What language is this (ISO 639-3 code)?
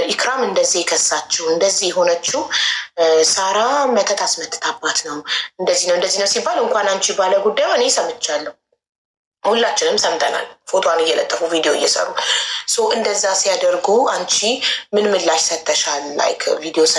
amh